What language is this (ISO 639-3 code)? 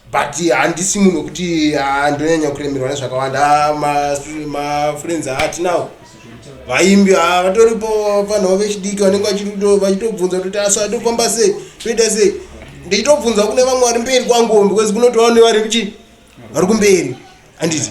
sna